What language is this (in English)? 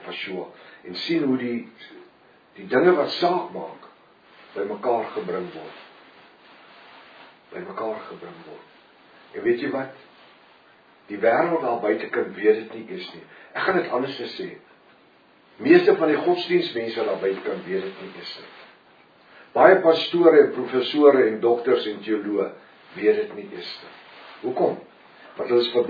Afrikaans